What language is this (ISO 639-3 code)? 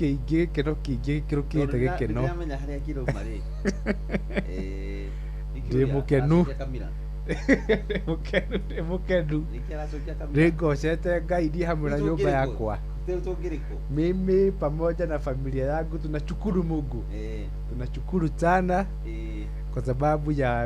kik